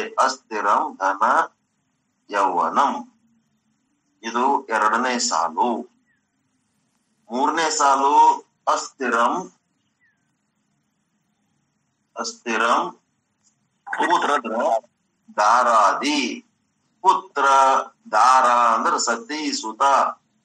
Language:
Kannada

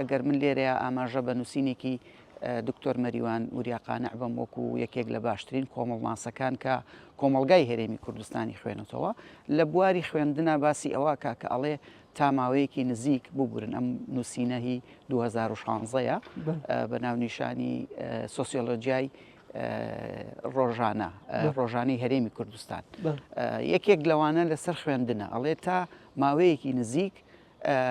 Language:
Central Kurdish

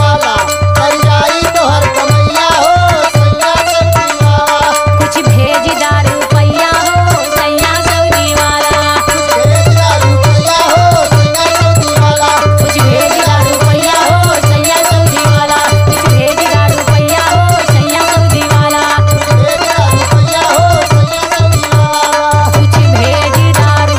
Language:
Bhojpuri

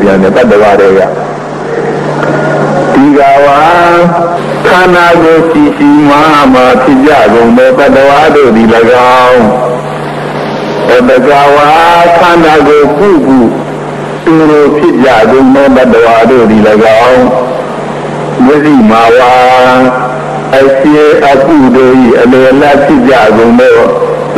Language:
Burmese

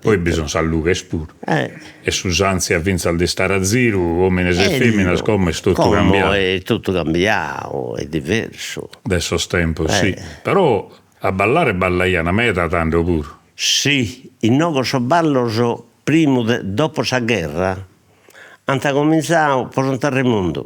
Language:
Sardinian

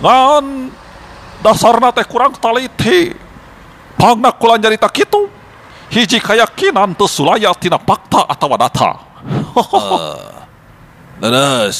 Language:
Sundanese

